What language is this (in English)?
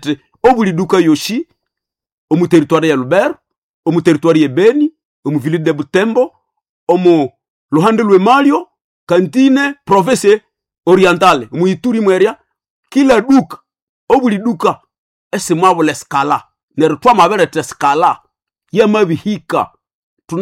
Nande